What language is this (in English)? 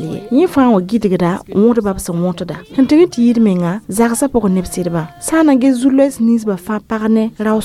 Mossi